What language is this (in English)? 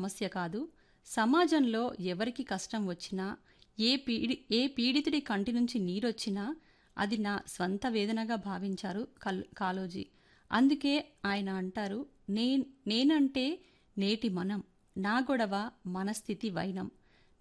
Telugu